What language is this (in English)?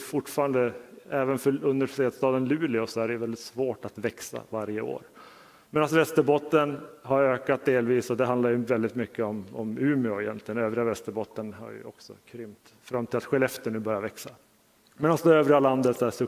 Swedish